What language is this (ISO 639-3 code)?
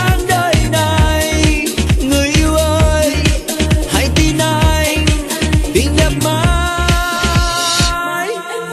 vie